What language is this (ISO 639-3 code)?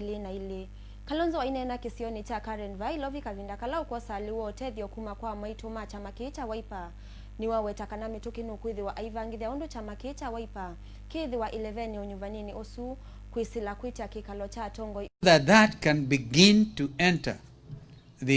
kam